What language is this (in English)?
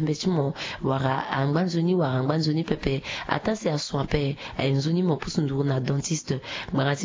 Sango